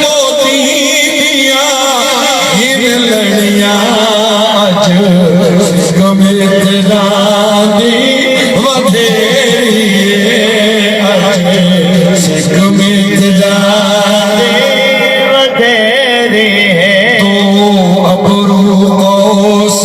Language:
Saraiki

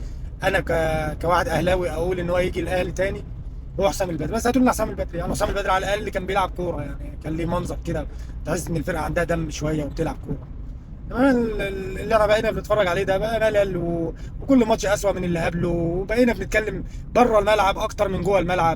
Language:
Egyptian Arabic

